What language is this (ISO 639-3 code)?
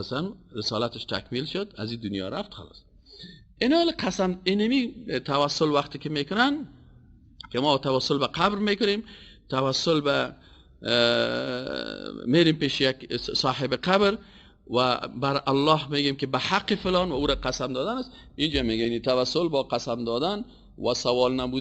fas